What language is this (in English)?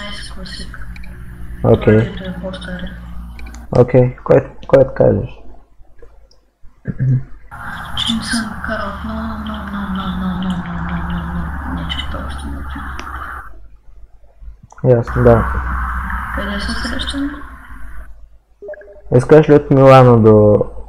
Bulgarian